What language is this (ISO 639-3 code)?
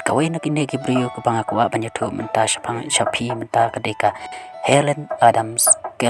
kha